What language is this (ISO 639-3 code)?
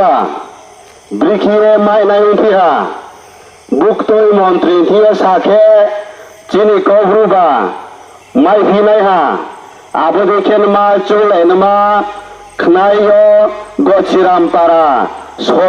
ria